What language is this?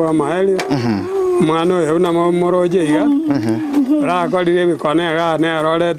Gusii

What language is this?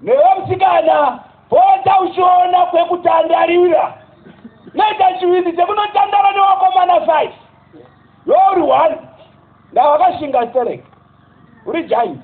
Shona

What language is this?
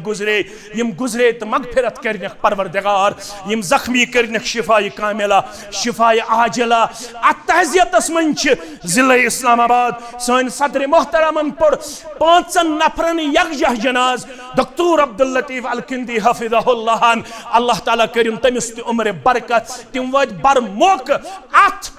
Kashmiri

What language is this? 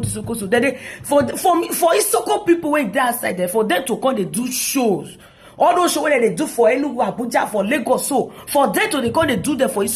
Nigerian Pidgin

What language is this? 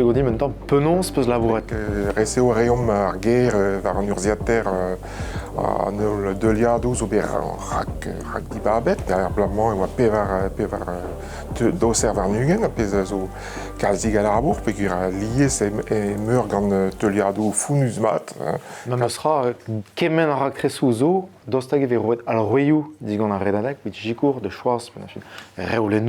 Breton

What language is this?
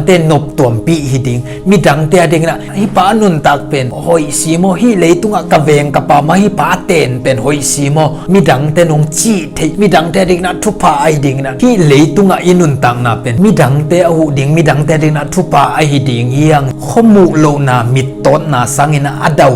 Tedim Chin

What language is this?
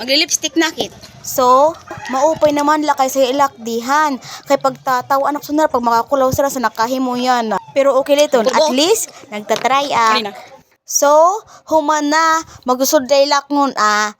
Waray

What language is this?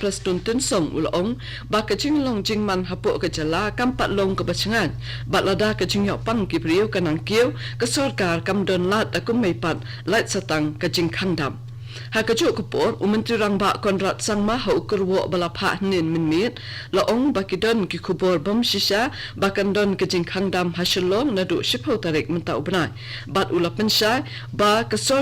Khasi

